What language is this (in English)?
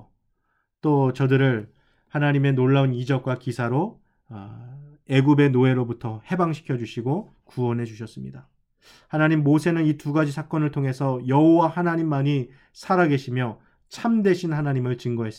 Korean